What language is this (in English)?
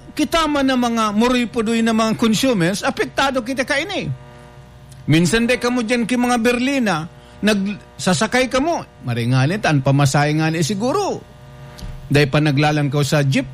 Bikol